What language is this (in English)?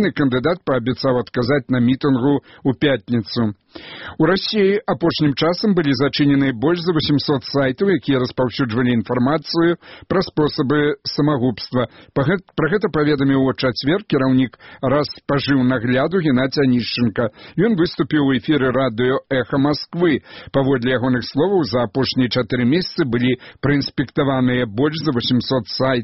Belarusian